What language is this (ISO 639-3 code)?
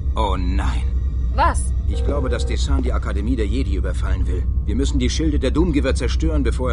bar